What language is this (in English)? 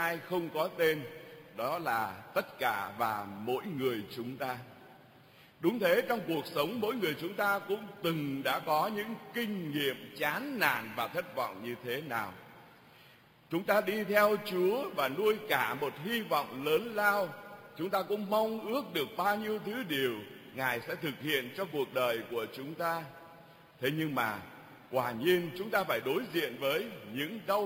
Vietnamese